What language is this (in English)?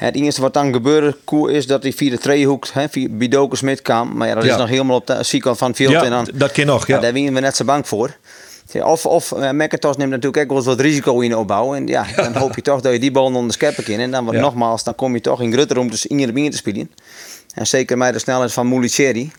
Western Frisian